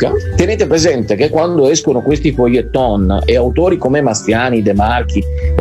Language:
Italian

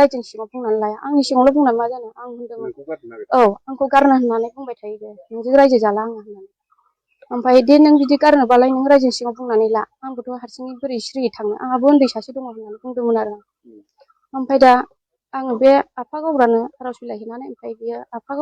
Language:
Bodo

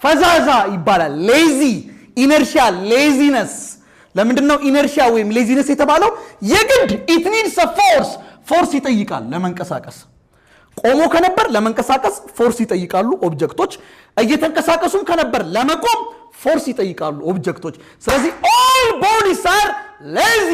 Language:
Amharic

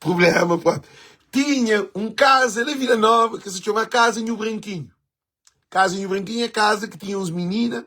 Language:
Kabuverdianu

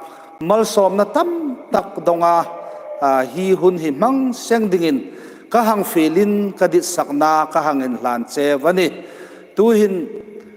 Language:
Hmar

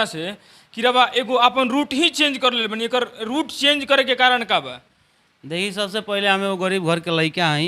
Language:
Bhojpuri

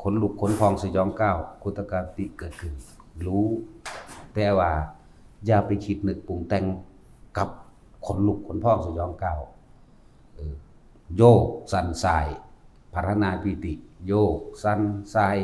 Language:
Lao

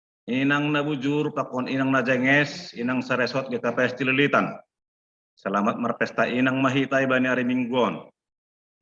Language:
Batak Simalungun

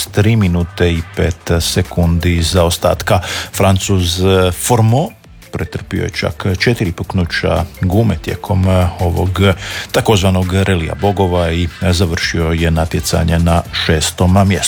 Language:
Croatian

